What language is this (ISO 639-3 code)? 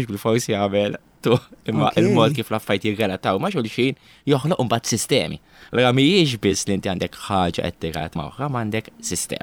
mlt